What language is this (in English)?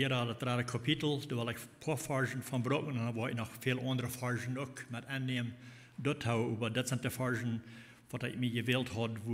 Plautdietsch